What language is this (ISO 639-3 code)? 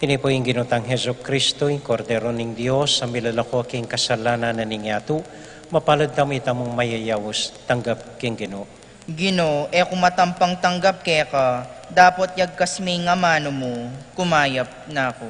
pam